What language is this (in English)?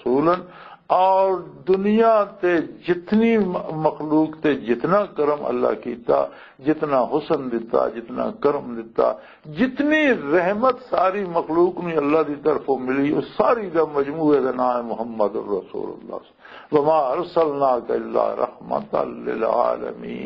Western Panjabi